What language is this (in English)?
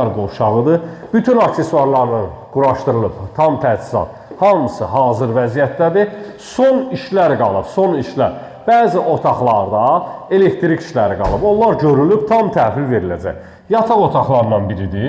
Azerbaijani